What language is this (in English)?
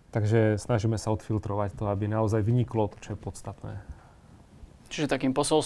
Slovak